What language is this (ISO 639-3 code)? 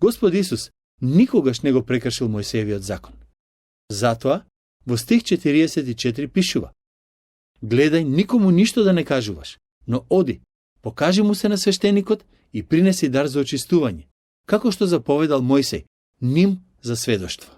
mkd